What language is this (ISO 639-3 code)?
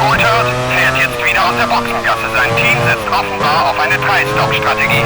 bar